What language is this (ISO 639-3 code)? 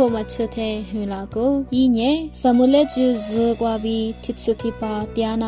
lis